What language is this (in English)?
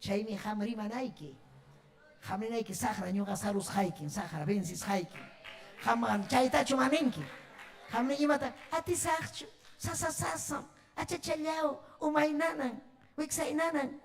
Ayacucho Quechua